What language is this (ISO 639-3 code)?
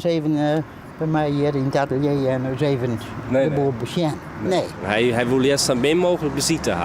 fry